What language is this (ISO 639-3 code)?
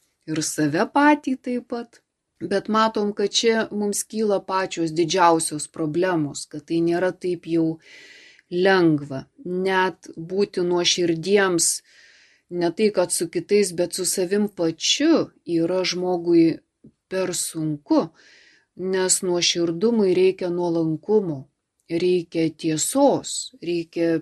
lit